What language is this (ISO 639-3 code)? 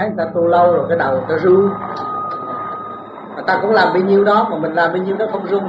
vie